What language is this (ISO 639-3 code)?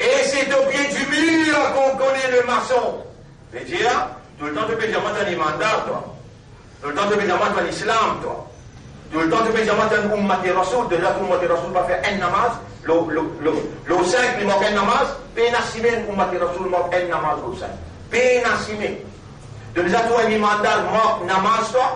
mfe